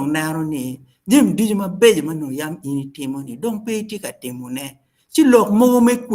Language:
Acoli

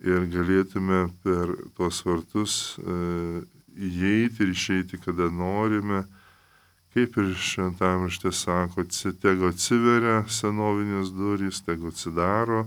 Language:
Lithuanian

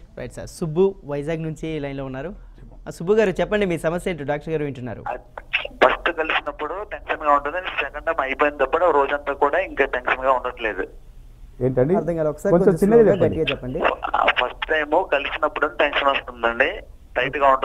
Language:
Telugu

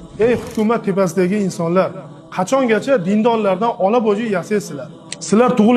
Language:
Uzbek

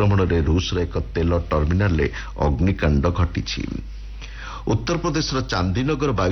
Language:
Odia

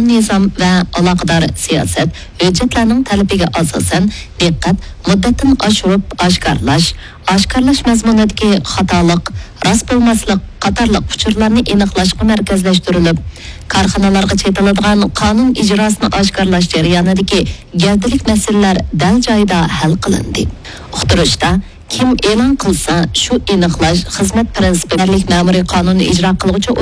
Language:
Uyghur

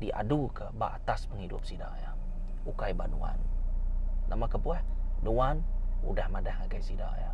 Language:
Iban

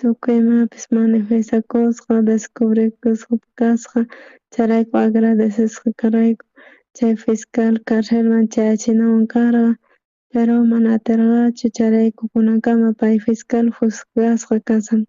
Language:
South Bolivian Quechua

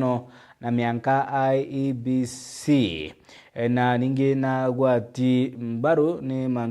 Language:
Meru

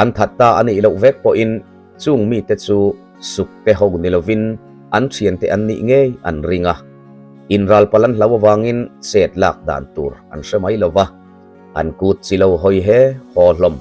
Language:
Mizo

